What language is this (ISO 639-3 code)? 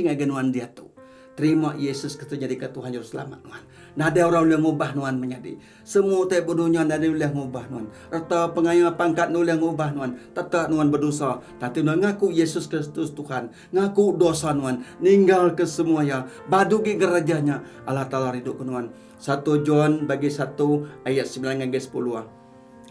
iba